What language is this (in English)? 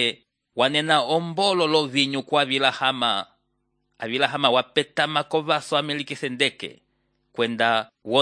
Umbundu